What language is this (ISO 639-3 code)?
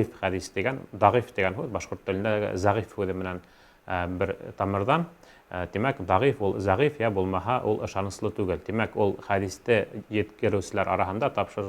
bak